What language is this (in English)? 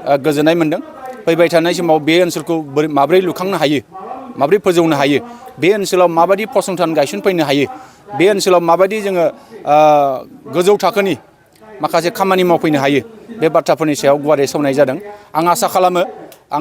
Bodo